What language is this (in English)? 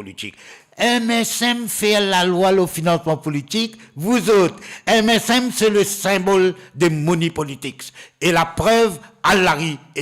Morisyen